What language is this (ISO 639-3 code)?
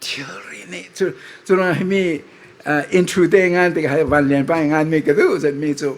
cfm